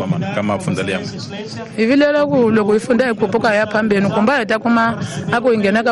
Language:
Tsonga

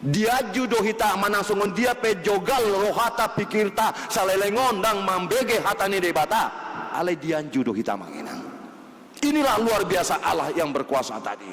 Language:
Batak Toba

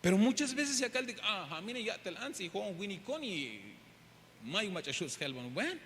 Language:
Tzeltal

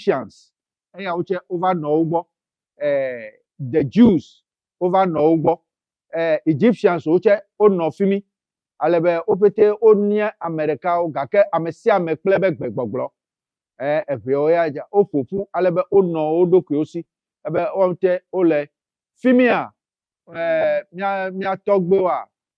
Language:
Ewe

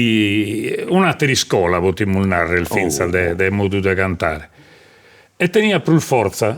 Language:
Sardinian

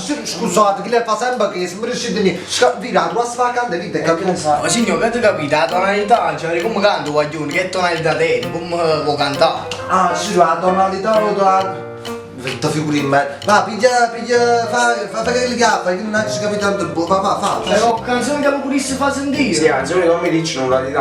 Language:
Neapolitan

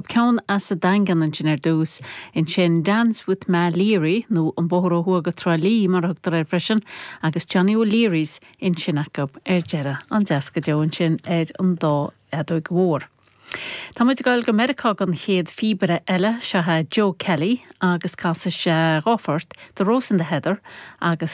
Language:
Irish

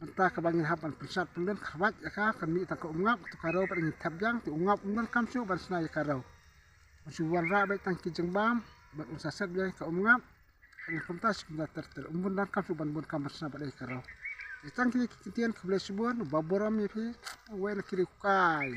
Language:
Khasi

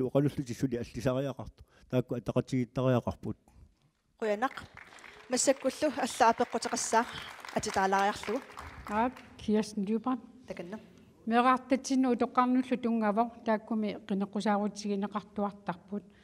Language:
Kalaallisut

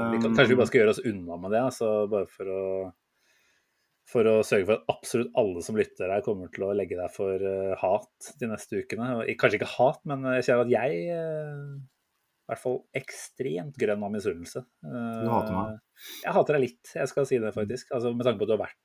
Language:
Norwegian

